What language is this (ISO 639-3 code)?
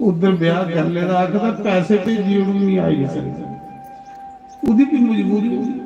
doi